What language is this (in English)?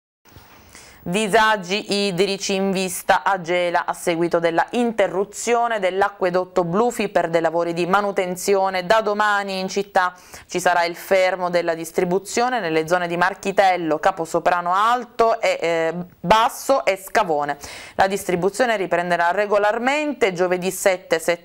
Italian